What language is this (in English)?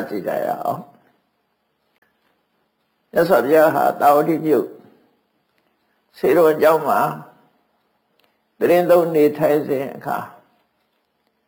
Burmese